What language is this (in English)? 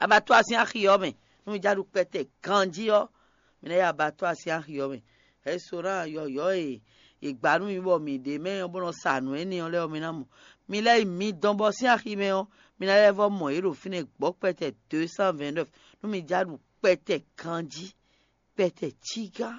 Fon